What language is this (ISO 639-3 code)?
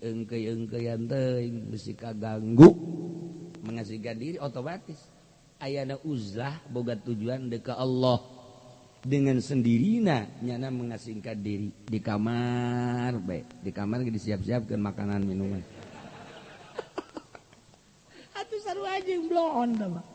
sun